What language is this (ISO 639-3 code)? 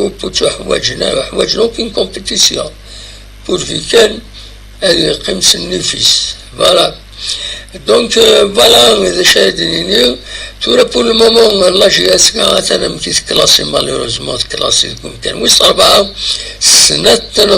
kab